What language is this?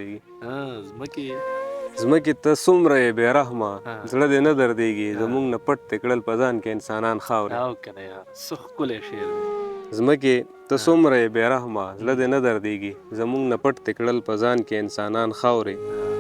Pashto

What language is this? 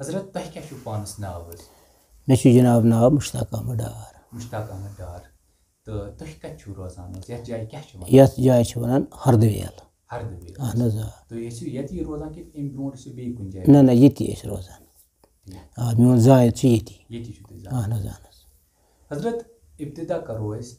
Kashmiri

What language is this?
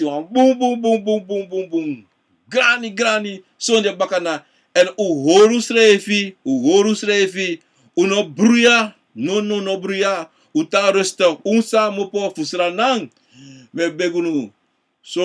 Sranan Tongo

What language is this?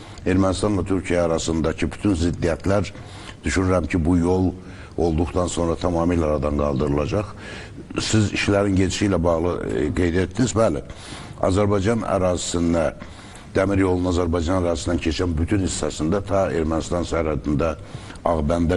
Azerbaijani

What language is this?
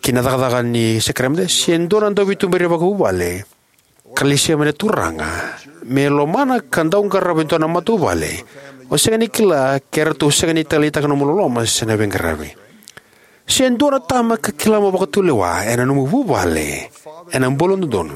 Fijian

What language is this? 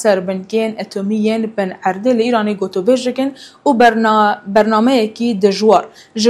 Kurdish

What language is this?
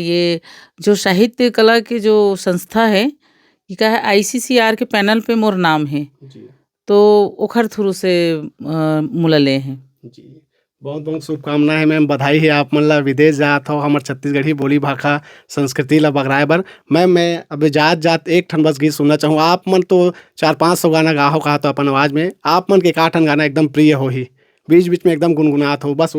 Chhattisgarhi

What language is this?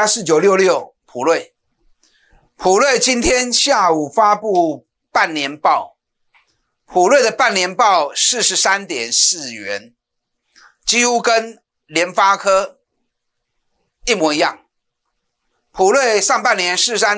Chinese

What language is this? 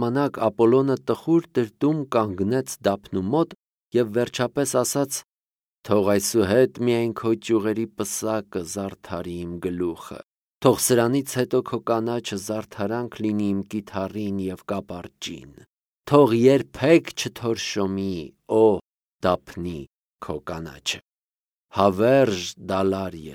Armenian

